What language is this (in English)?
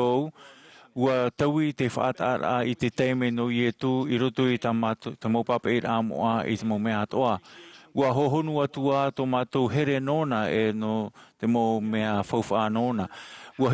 Tahitian